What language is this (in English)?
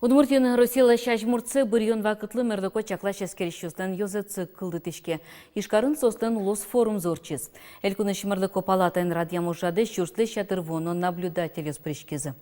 Udmurt